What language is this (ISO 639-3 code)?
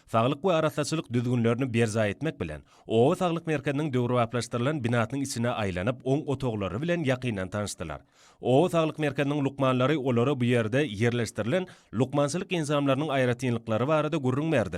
tuk